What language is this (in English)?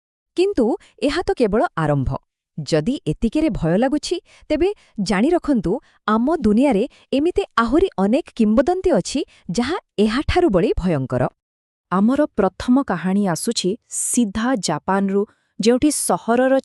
Odia